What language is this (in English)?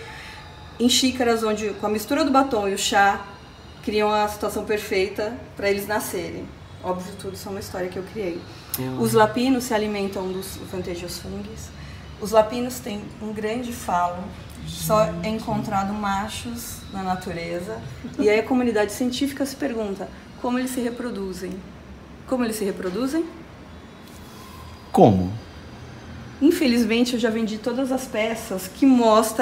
Portuguese